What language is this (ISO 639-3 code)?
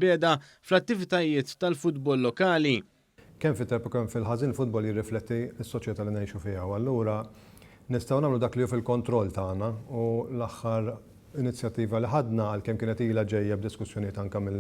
mlt